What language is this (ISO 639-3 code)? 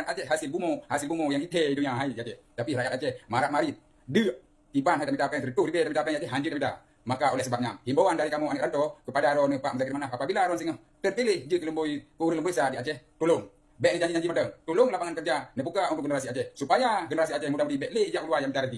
ace